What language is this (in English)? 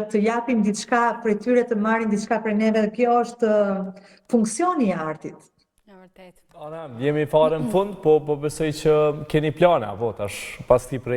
Albanian